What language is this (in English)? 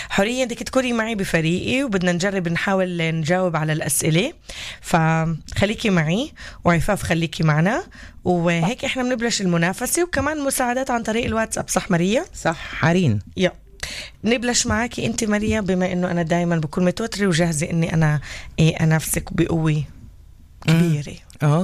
North Levantine Arabic